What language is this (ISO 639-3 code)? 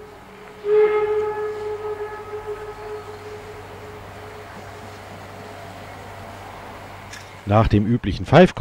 deu